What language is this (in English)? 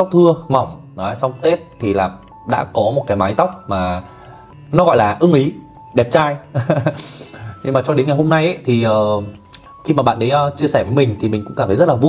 Vietnamese